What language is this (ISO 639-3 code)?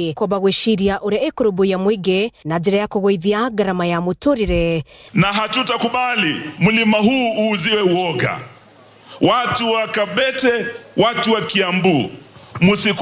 kik